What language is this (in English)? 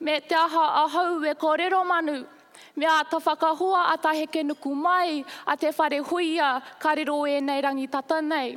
Māori